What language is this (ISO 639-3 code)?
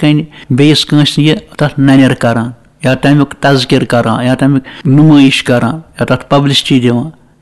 kas